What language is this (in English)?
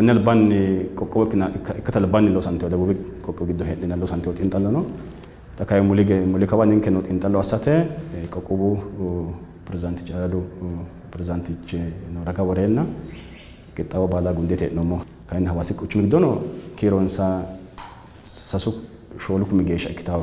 Sidamo